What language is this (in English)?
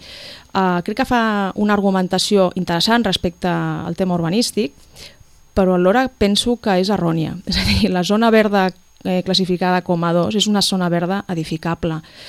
Catalan